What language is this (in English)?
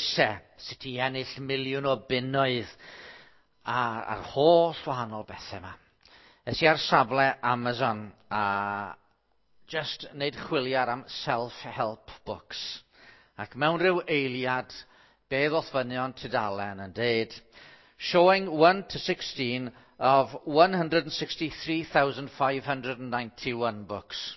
Welsh